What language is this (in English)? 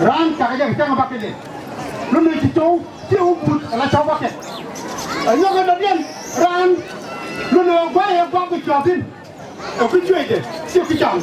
Nuer